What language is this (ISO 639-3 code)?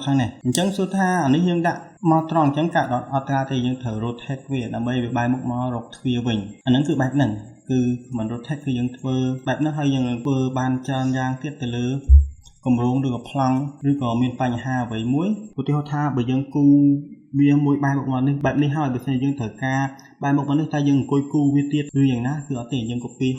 khm